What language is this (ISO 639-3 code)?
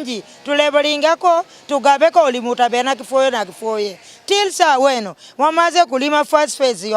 xog